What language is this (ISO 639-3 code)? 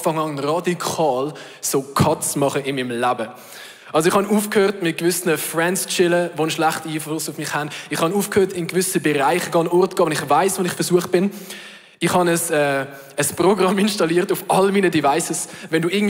gsw